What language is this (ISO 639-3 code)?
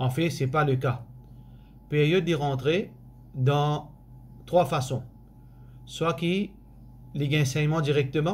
mfe